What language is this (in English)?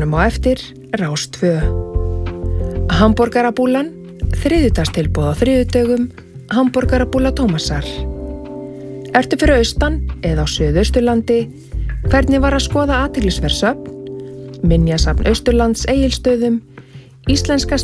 Icelandic